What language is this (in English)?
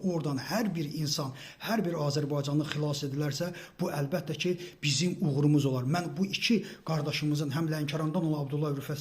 Azerbaijani